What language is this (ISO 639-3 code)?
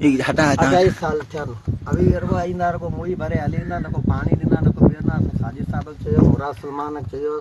snd